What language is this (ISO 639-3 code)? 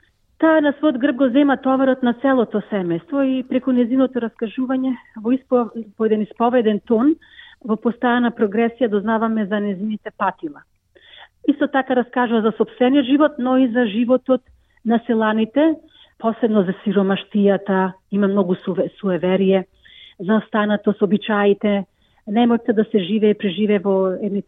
mkd